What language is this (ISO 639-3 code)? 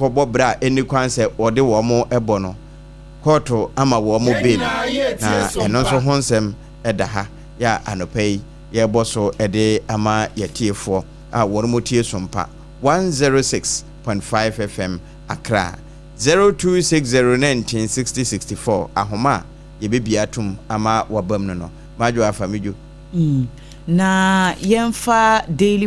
aka